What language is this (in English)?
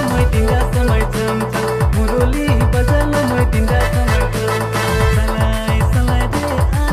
Sadri